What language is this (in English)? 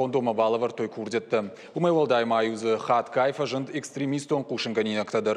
Ossetic